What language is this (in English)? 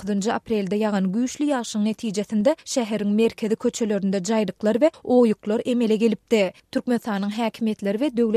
Turkmen